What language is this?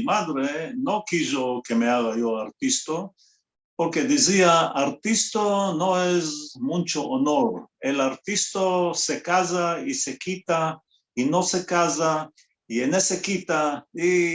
Ladino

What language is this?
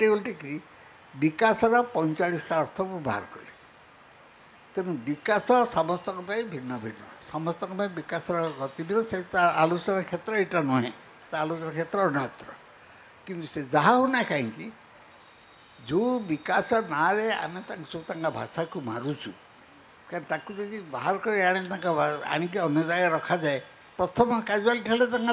Odia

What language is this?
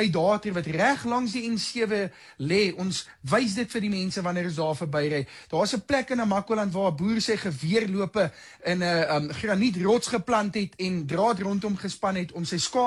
Afrikaans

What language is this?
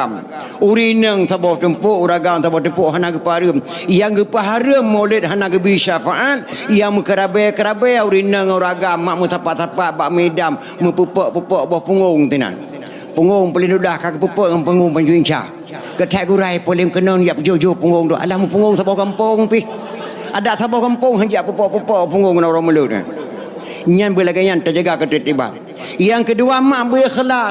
Achinese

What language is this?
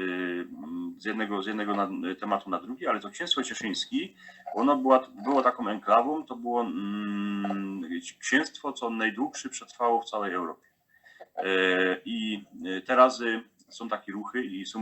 Silesian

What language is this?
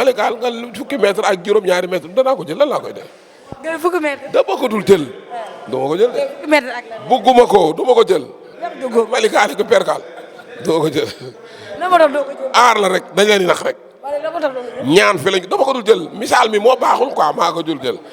Wolof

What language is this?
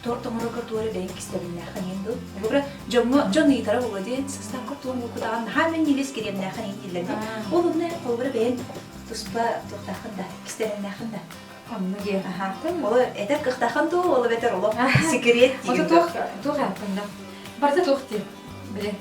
Yakut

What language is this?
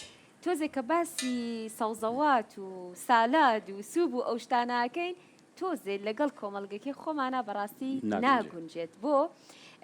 Central Kurdish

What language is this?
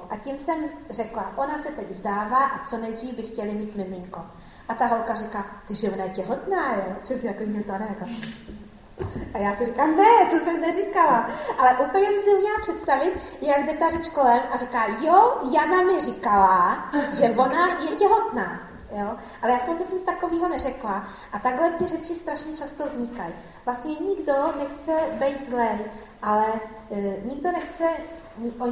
Czech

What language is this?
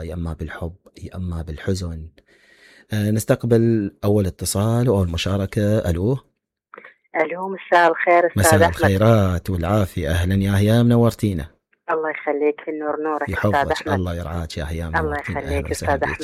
Mesopotamian Arabic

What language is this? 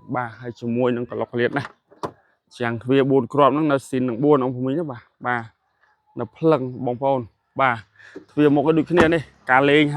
Khmer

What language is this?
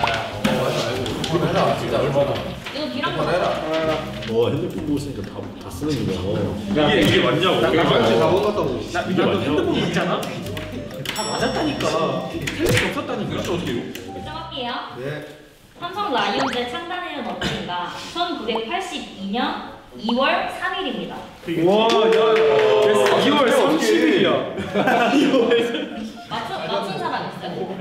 Korean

